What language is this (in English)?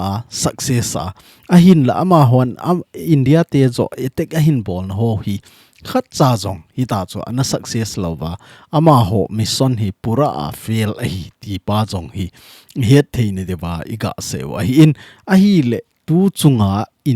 Thado Chin